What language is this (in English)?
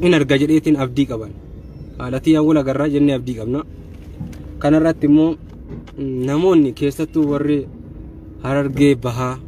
Oromo